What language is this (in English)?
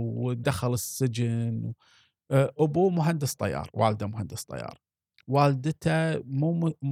Gulf Arabic